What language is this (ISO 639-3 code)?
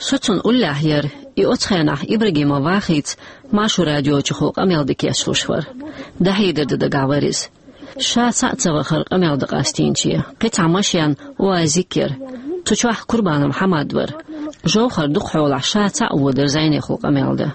che